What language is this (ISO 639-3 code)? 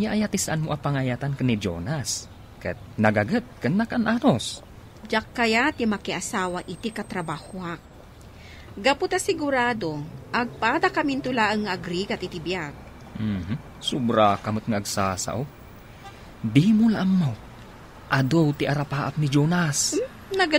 ilo